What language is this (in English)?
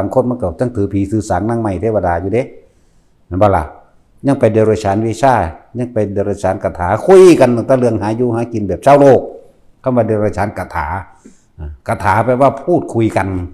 Northeastern Thai